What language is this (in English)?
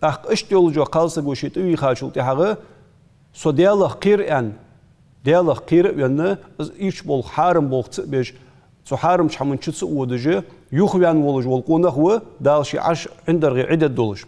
Ingush